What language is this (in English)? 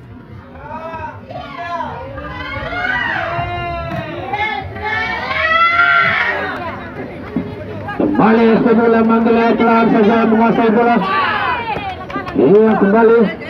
Indonesian